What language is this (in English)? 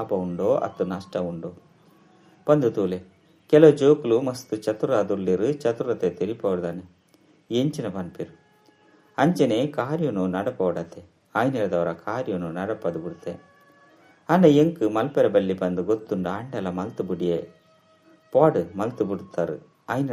Tulu